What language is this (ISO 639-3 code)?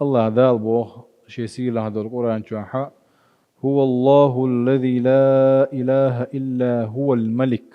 che